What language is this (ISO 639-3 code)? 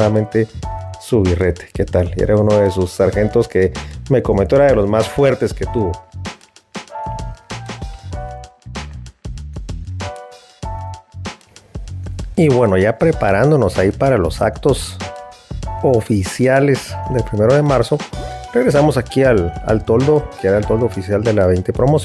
spa